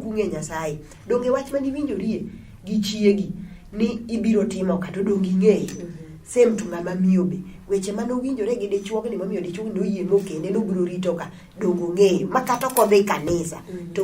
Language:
Luo (Kenya and Tanzania)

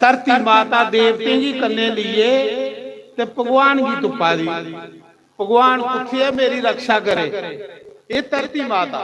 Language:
Dogri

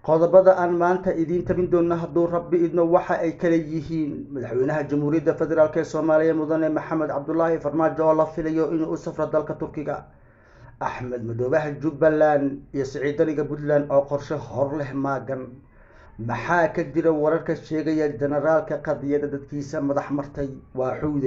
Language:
Somali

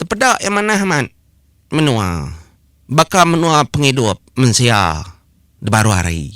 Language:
Iban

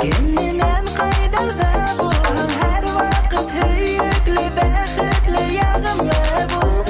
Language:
Bashkir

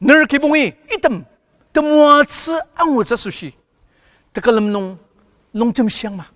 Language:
Ao Naga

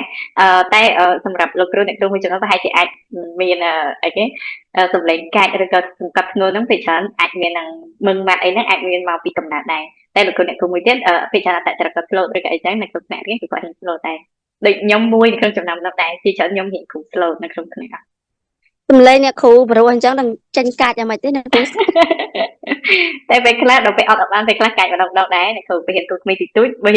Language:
Khmer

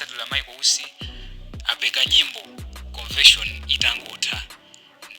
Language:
Nyanja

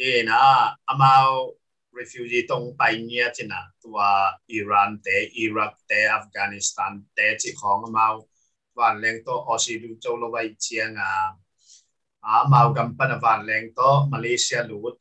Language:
Tedim Chin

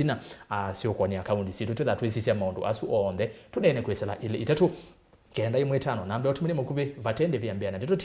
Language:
Kamba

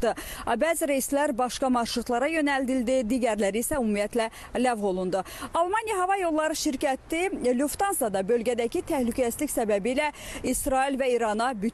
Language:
Azerbaijani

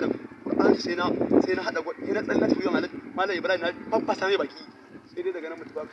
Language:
Hausa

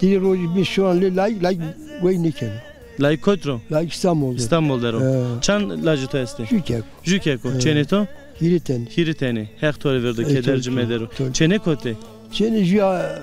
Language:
Zaza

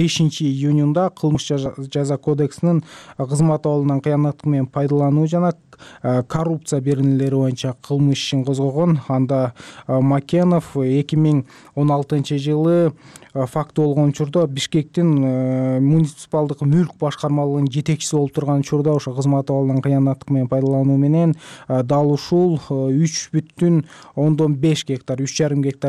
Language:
Kyrgyz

